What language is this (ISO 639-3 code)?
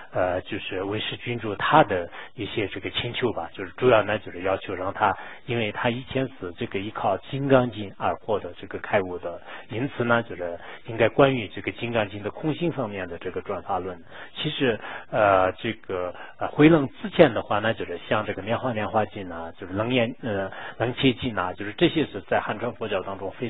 zho